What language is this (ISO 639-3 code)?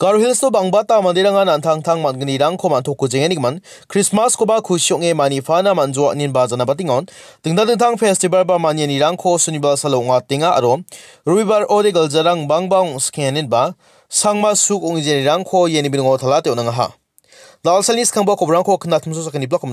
grt